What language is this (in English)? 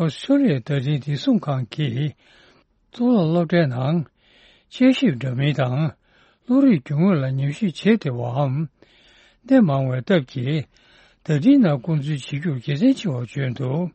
Tibetan